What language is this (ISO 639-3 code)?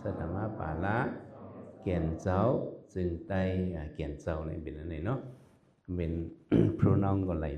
shn